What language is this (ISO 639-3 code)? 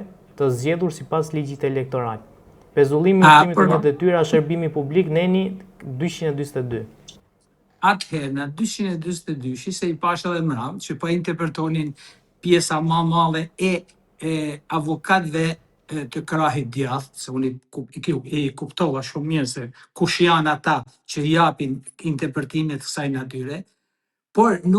sqi